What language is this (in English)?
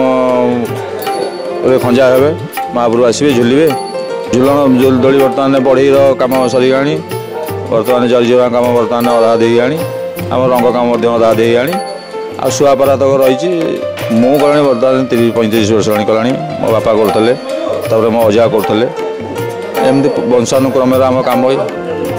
Odia